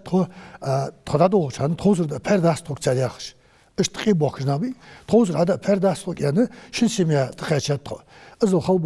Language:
Ingush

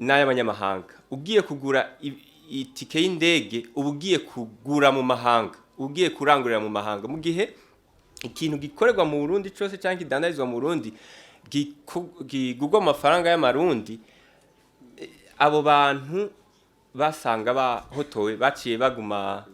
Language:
Rundi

